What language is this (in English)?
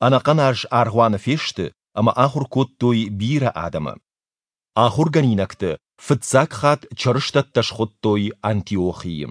Ossetic